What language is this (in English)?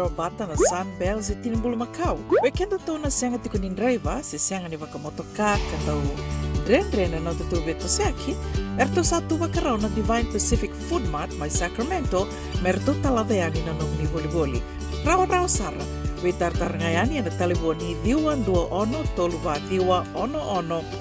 Fijian